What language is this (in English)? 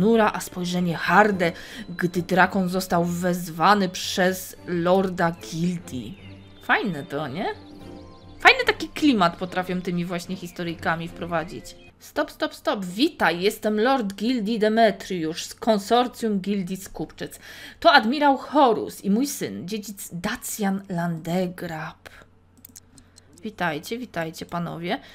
Polish